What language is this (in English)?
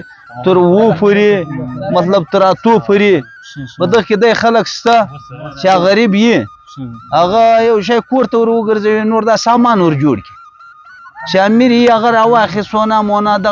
Pashto